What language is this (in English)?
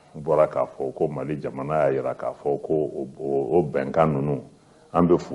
Bambara